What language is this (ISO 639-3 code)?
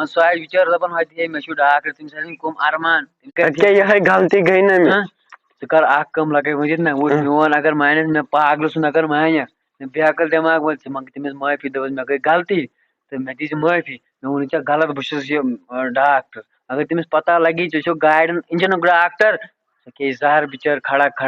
kas